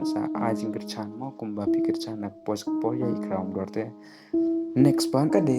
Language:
Khasi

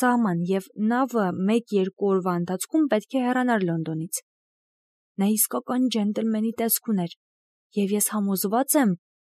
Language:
Armenian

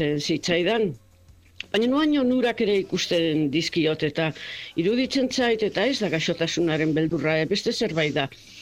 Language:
Basque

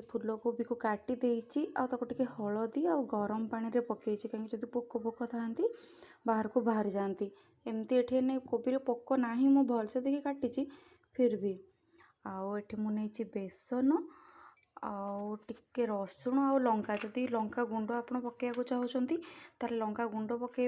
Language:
Odia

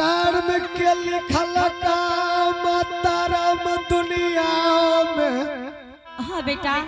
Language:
Angika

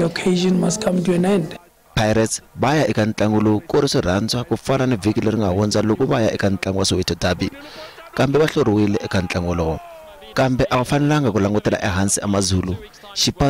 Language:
Tsonga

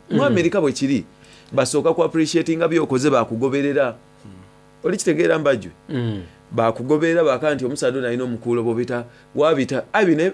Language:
Soga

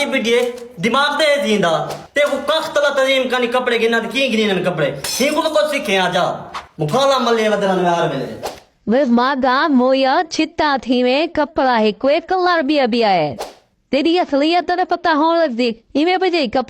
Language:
Saraiki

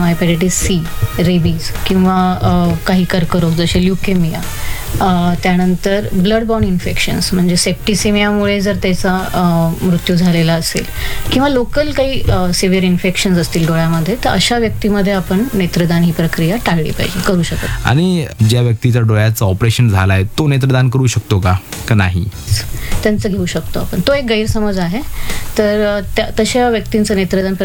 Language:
Marathi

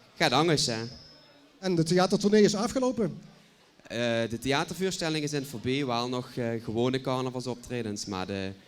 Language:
Limburgish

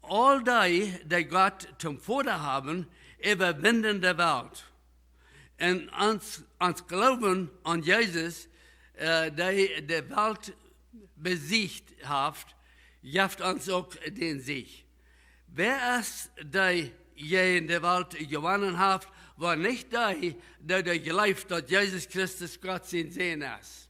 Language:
Plautdietsch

